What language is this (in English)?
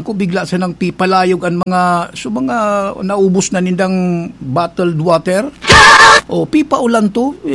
Bikol